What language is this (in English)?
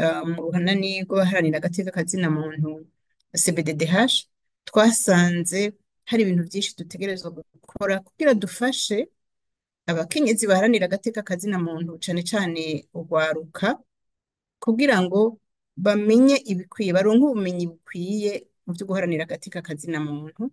Rundi